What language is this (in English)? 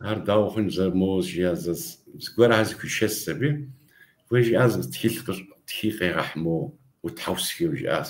Kabardian